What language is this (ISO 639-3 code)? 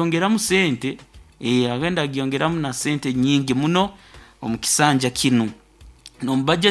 nyo